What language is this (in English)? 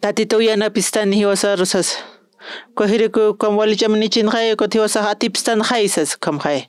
Aymara